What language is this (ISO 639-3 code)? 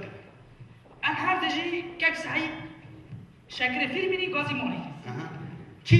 kur